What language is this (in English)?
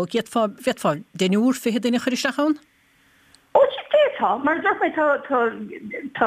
Irish